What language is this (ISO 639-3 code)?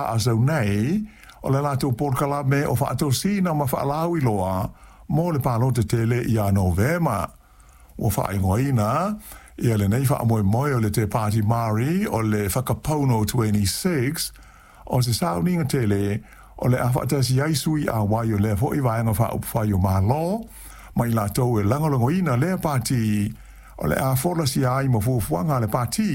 smo